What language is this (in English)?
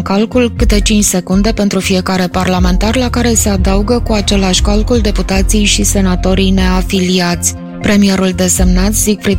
Romanian